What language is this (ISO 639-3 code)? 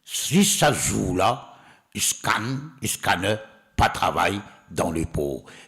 mfe